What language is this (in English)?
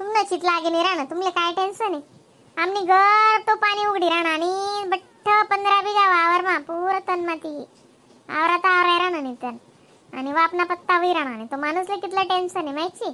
Khandesi